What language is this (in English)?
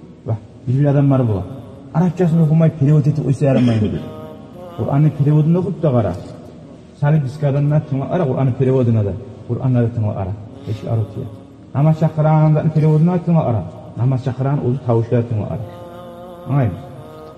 Kumyk